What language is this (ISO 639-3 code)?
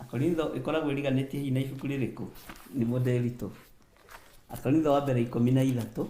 kik